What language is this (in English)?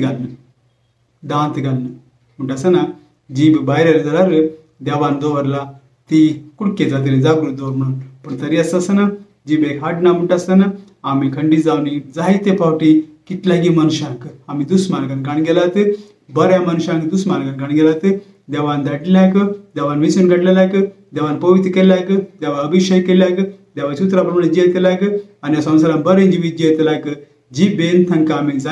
Konkani